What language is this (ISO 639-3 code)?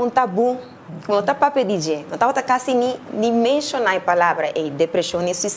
pap